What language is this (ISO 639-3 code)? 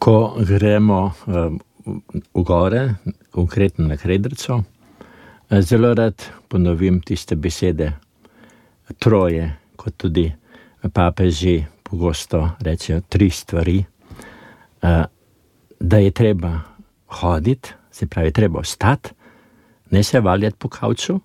slv